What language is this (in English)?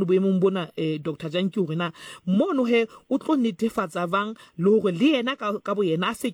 Southern Sotho